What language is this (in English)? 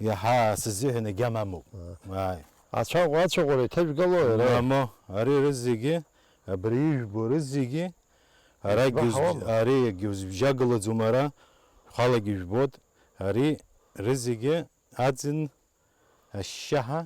Abkhazian